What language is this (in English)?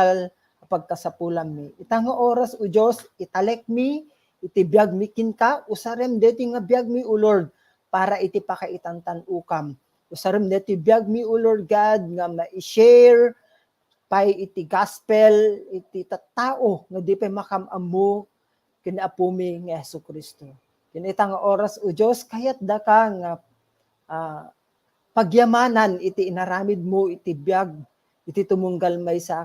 Iloko